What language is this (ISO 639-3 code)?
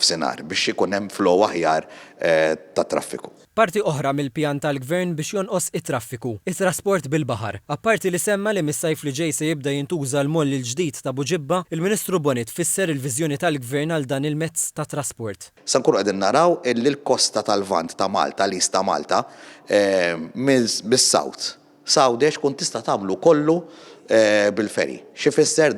mlt